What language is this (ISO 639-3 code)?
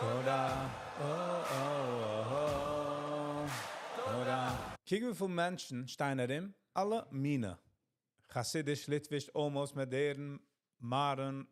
yid